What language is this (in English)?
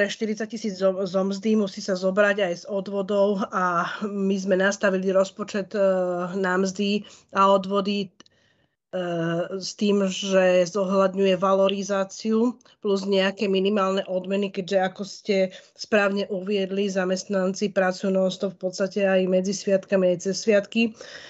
Slovak